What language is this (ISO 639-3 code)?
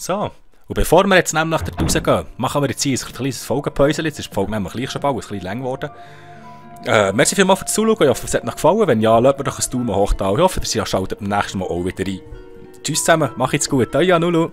gsw